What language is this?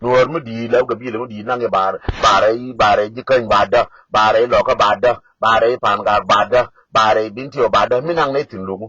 Nuer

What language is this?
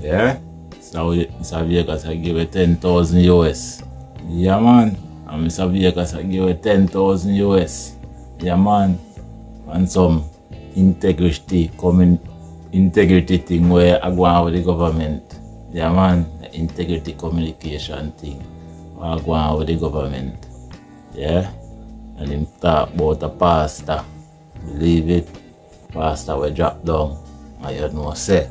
Jamaican Creole English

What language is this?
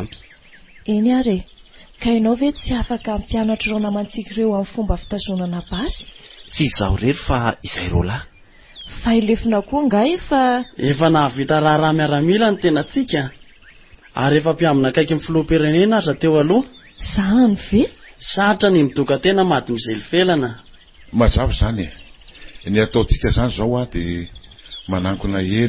Malagasy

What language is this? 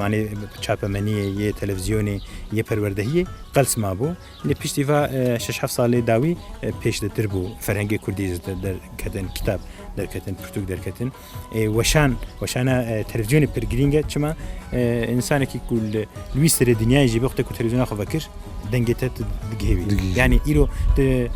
Kurdish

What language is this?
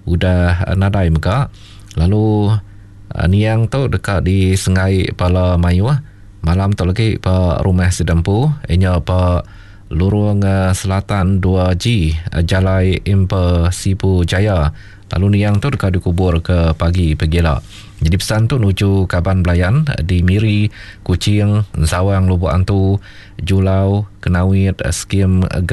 Iban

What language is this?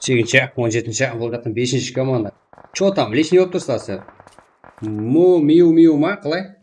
Kara-Kalpak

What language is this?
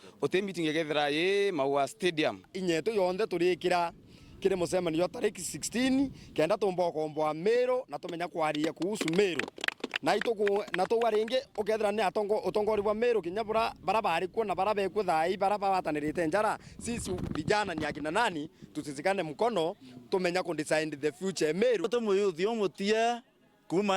Meru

